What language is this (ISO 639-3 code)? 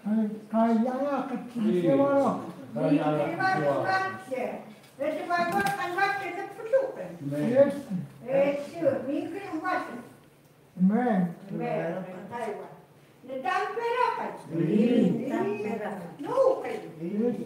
ckt